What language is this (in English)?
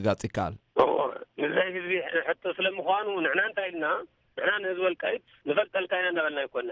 Tigrinya